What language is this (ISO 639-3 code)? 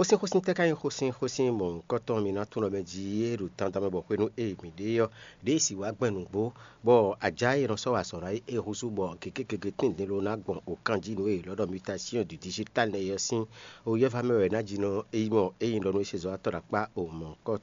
fon